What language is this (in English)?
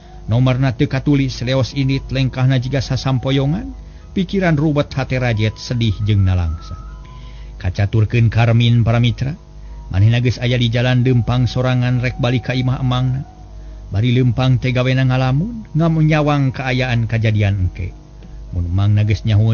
Sundanese